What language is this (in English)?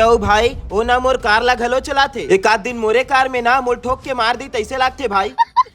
Chhattisgarhi